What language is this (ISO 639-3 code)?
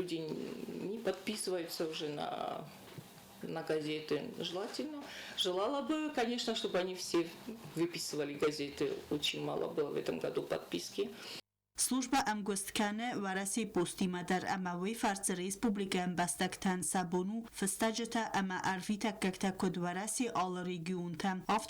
oss